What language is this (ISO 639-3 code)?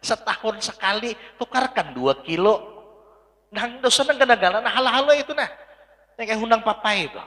bjn